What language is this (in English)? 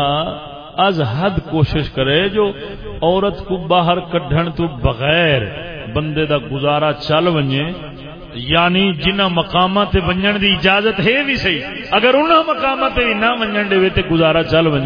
Saraiki